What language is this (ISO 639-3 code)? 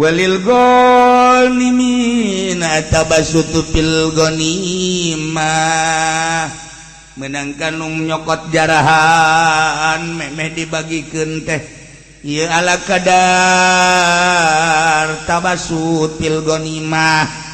sun